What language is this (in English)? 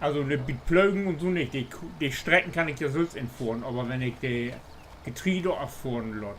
Low German